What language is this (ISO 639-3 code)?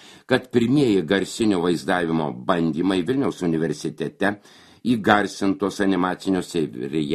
lit